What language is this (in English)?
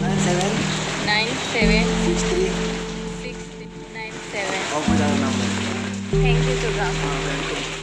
Konkani